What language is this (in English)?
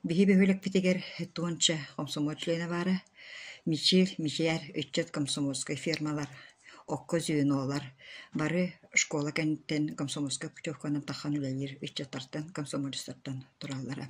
Yakut